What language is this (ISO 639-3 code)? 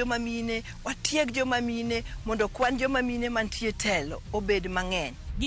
luo